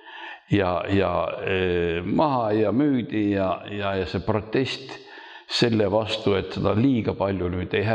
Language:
Estonian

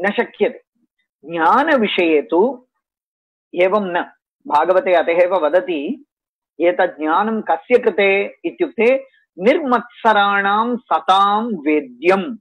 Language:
Sanskrit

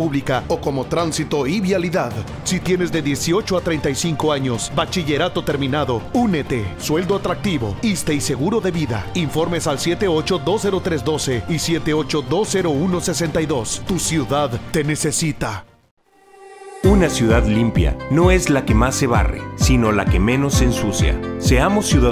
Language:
Spanish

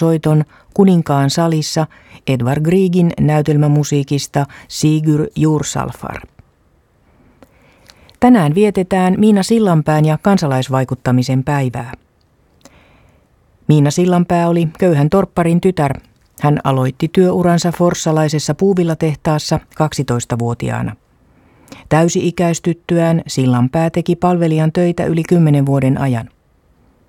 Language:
Finnish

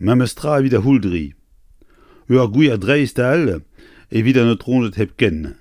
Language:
Breton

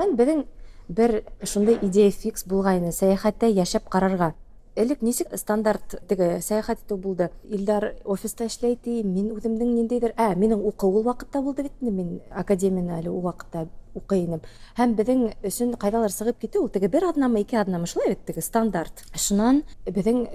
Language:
Tatar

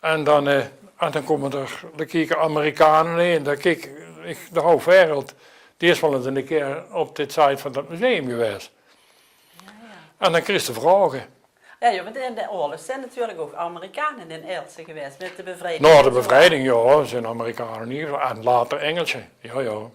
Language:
Limburgish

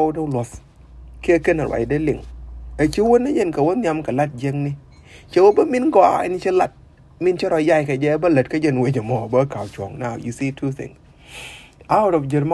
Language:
Nuer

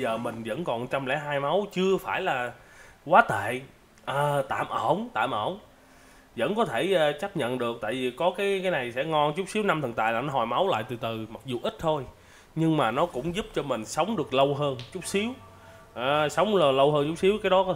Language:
Vietnamese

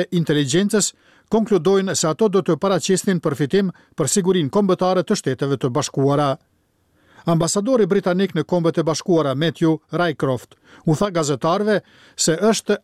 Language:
Albanian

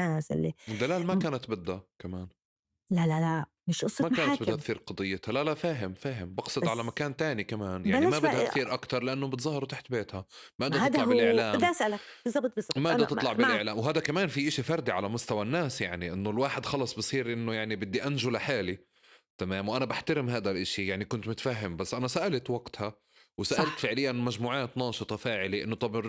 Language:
North Levantine Arabic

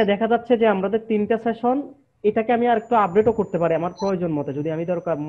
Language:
Bangla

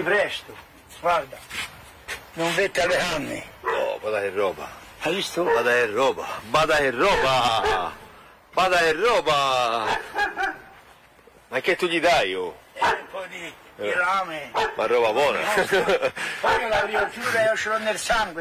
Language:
Italian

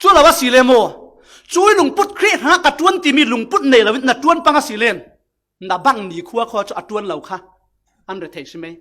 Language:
Falam Chin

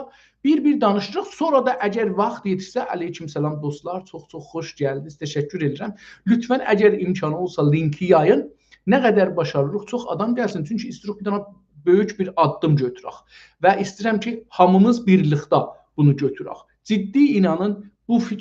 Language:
South Azerbaijani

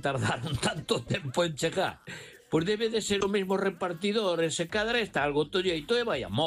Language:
Galician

